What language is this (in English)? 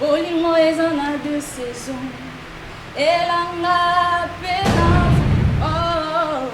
Lingala